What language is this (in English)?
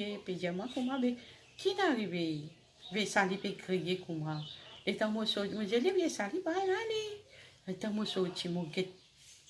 Morisyen